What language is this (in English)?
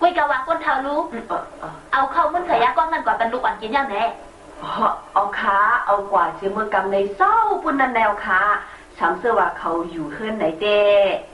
Shan